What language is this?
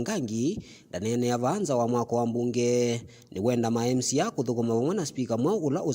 Kamba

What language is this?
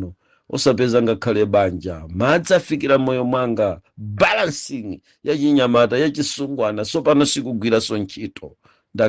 Nyanja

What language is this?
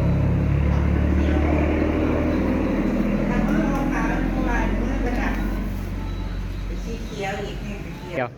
Northeastern Thai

